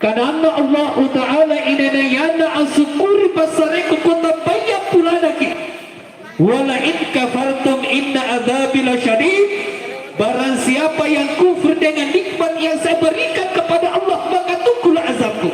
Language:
Makasar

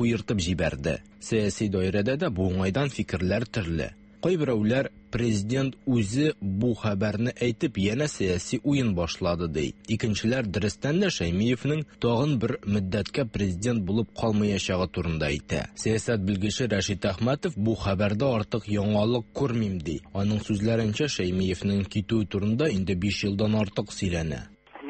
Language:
Tatar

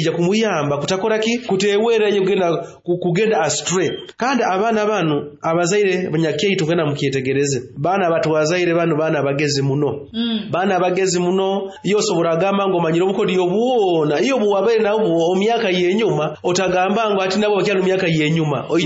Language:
Nyoro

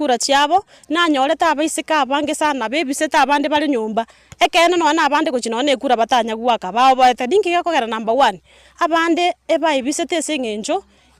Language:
Gusii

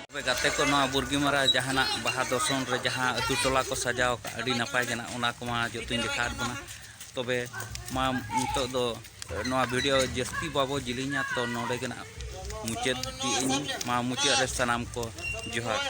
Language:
Santali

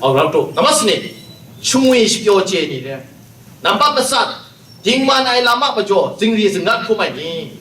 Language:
Kachin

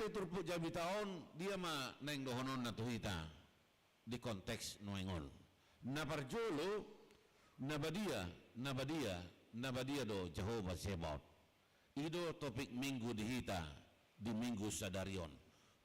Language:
Batak Toba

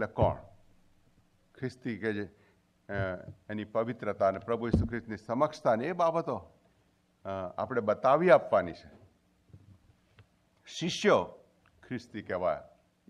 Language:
Gujarati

